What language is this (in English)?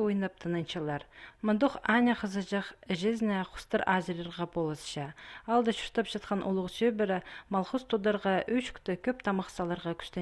Khakas